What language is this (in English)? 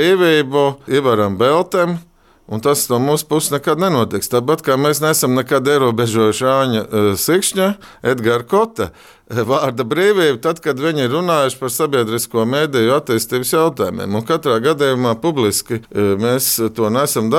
Latvian